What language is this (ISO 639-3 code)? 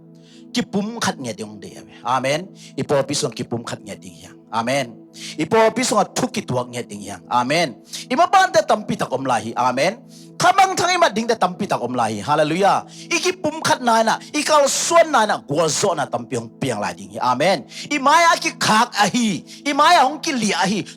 ctd